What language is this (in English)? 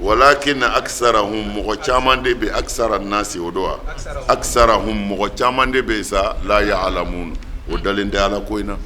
Bambara